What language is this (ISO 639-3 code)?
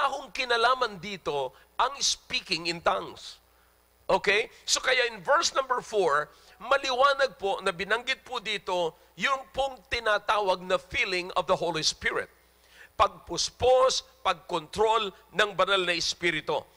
fil